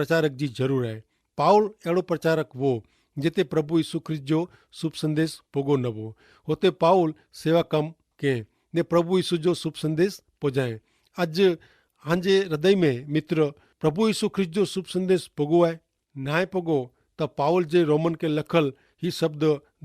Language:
Kachhi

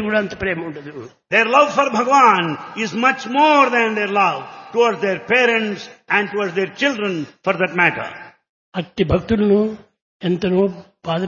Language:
Telugu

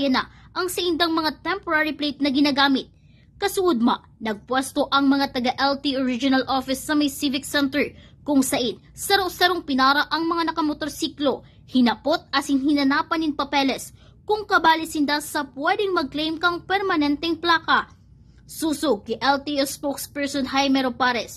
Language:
Bikol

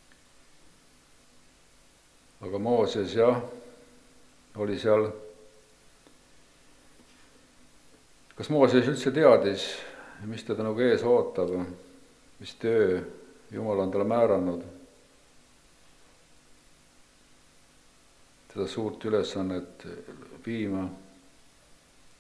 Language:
Estonian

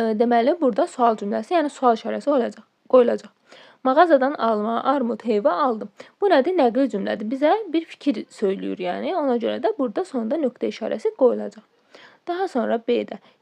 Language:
Azerbaijani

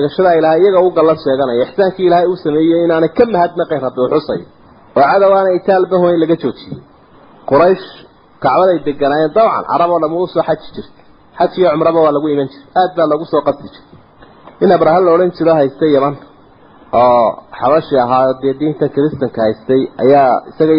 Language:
Somali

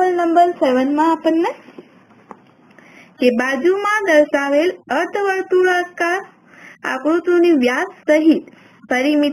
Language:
Gujarati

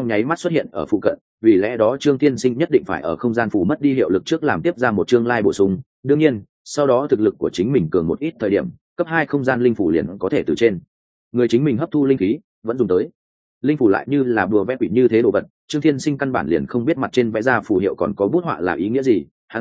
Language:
Vietnamese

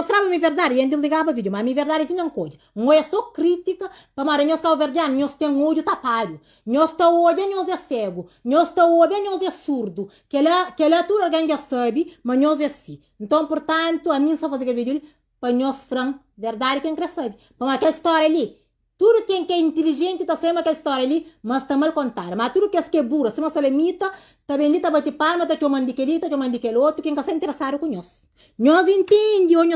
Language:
Kabuverdianu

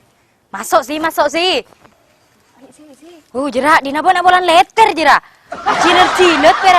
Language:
Madurese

